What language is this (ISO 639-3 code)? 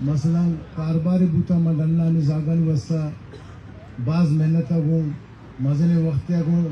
bal